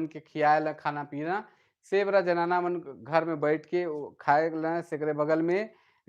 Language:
Sadri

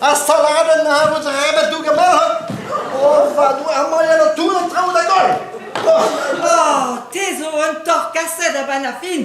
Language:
Breton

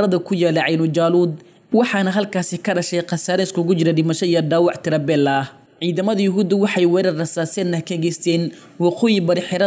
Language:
Somali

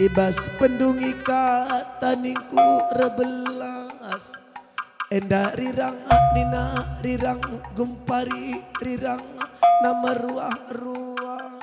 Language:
Batak Karo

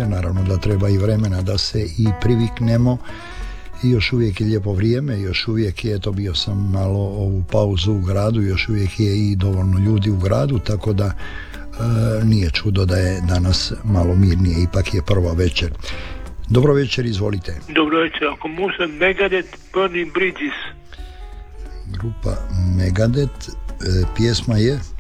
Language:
Croatian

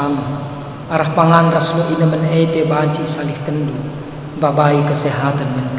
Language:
Batak Karo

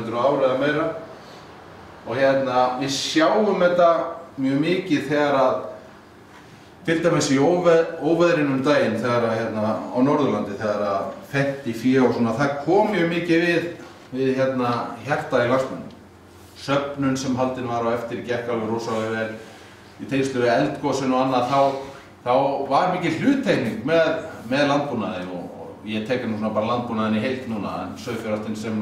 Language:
Icelandic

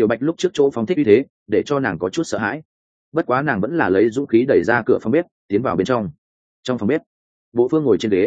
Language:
Vietnamese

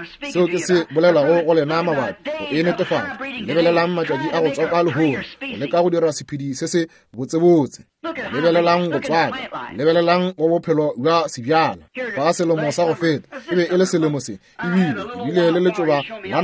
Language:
Northern Sotho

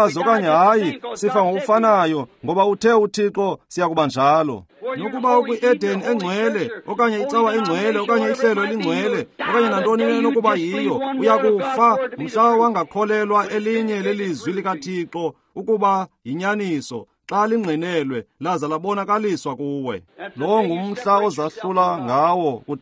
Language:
Xhosa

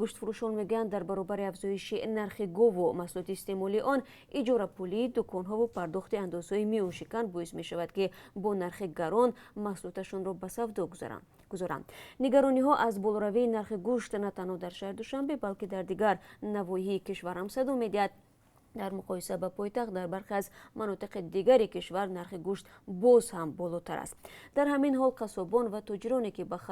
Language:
Tajik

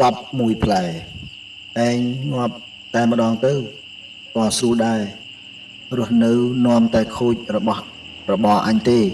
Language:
Khmer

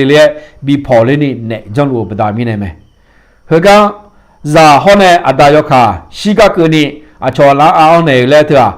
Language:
Akha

